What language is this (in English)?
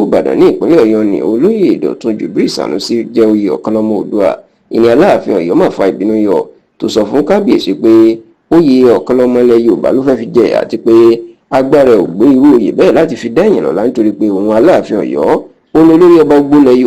Yoruba